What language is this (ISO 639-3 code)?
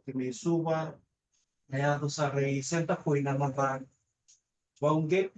fij